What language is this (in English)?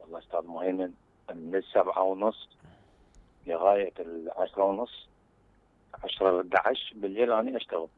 Mesopotamian Arabic